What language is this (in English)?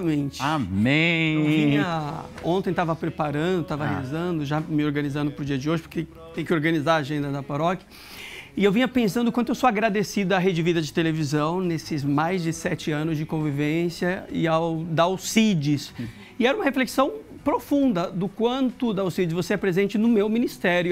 Portuguese